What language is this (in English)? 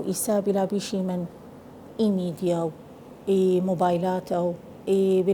Southern Kurdish